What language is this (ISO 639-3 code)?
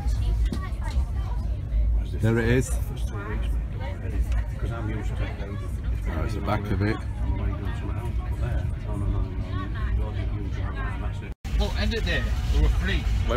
eng